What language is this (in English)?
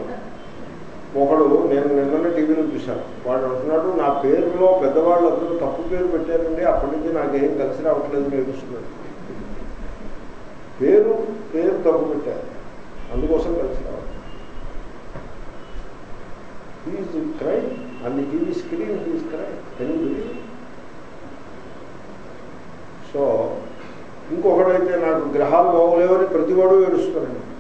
Telugu